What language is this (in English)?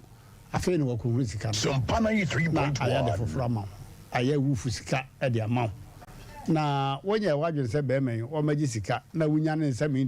Akan